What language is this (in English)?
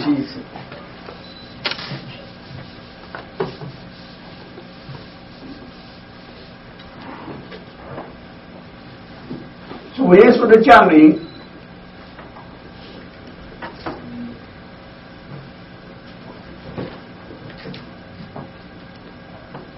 Chinese